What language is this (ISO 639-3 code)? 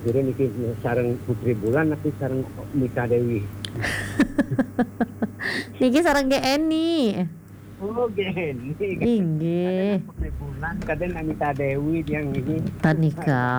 ban